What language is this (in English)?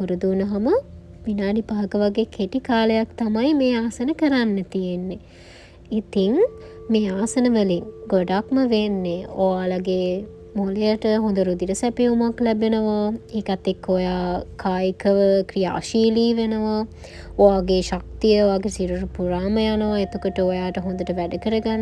Sinhala